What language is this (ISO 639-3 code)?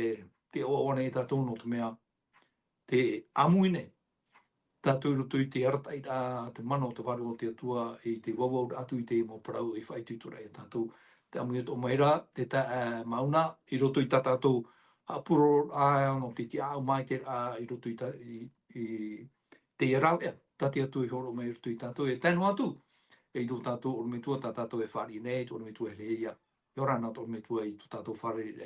tah